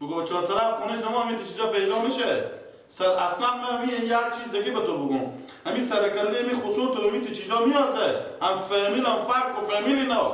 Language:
Persian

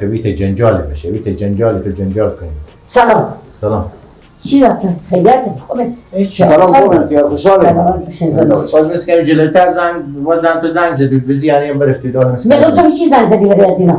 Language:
Persian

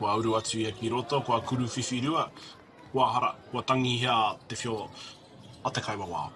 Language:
Māori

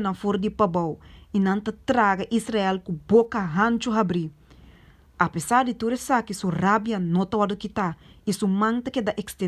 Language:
Papiamento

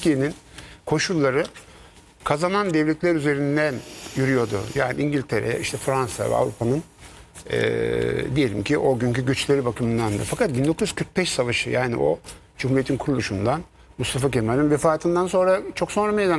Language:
Turkish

